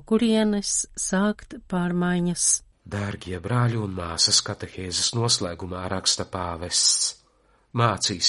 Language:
Latvian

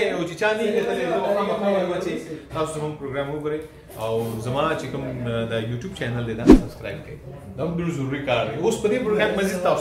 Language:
Pashto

